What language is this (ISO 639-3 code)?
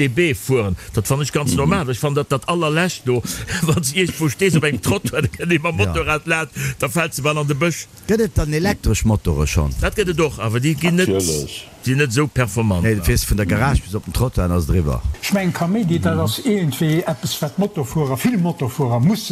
ltz